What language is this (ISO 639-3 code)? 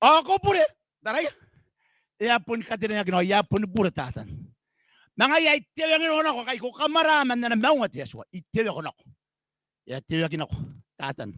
gil